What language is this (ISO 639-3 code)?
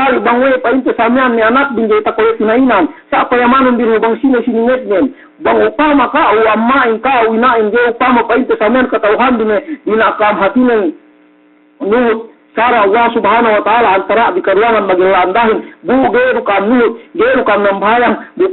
yka